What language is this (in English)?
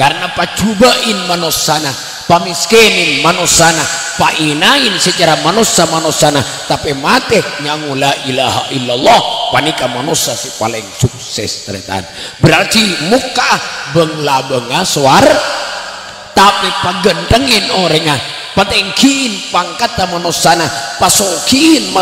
Madurese